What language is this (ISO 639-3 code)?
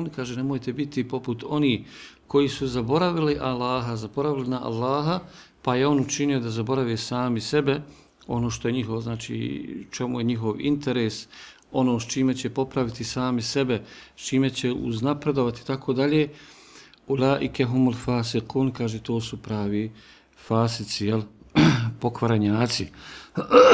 bos